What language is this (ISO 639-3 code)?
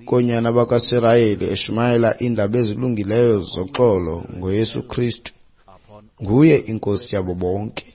xho